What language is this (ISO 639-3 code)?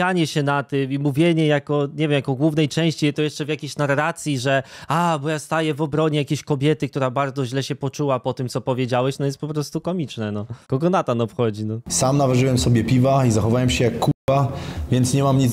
pol